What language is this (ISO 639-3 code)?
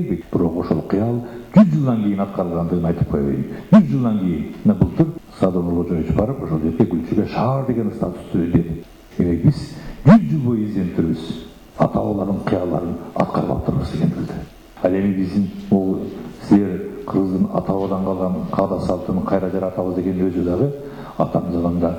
kir